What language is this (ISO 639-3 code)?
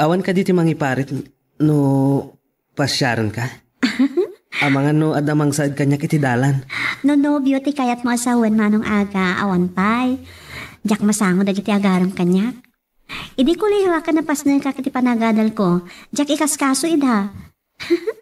ilo